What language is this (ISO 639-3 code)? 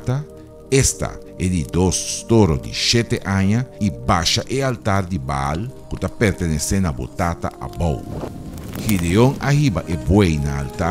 pap